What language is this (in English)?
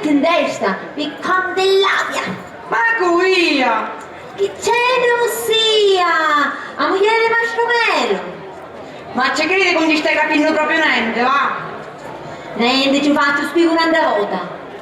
Sicilian